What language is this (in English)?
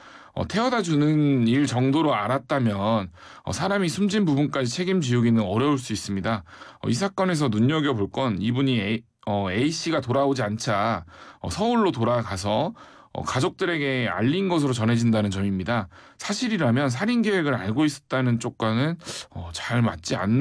Korean